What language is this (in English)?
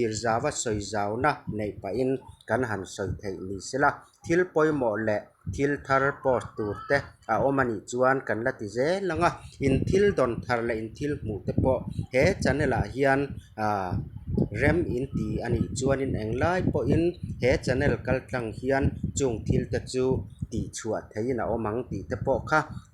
Mizo